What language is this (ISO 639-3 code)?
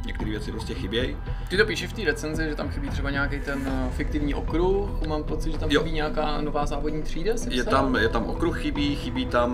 ces